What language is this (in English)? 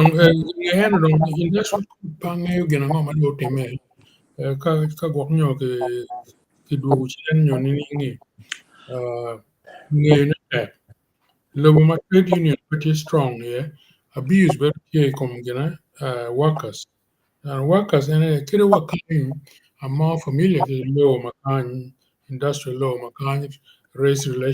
Acoli